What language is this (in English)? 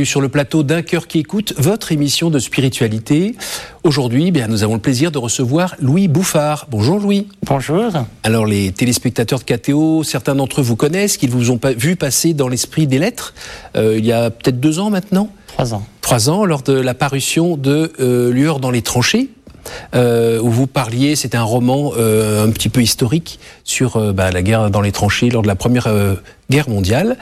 French